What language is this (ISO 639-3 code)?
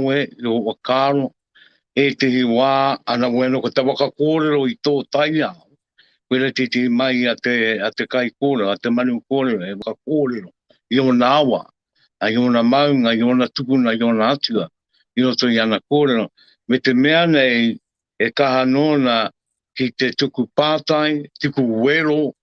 mri